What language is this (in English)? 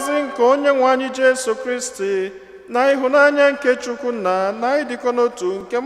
Igbo